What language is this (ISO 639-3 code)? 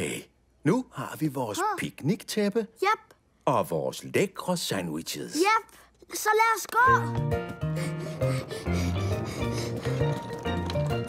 dan